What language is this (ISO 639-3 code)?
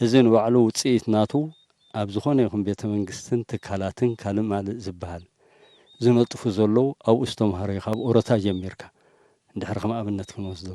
tir